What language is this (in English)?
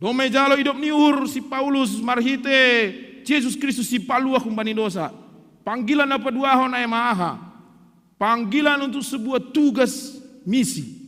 Batak Simalungun